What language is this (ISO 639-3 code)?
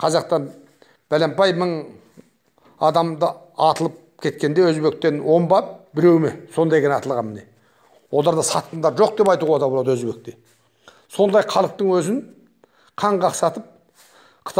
kaz